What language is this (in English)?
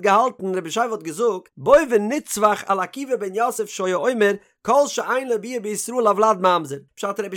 Yiddish